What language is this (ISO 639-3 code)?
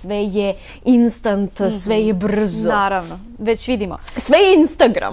bos